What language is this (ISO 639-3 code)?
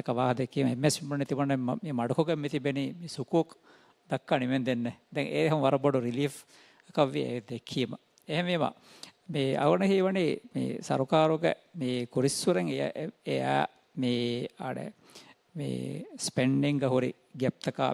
div